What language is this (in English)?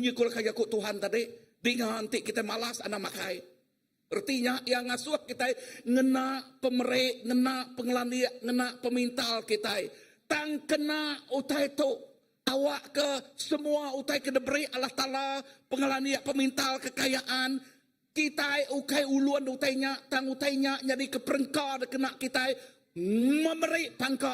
Iban